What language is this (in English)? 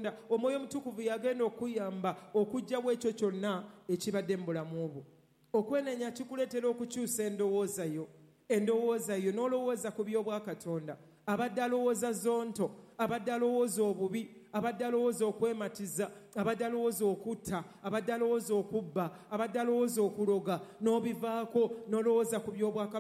Ganda